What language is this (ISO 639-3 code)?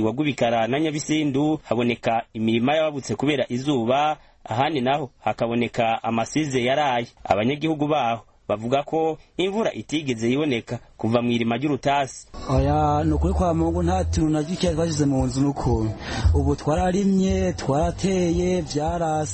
kin